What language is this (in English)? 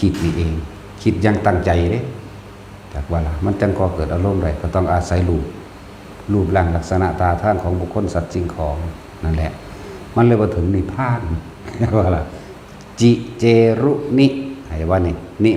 Northeastern Thai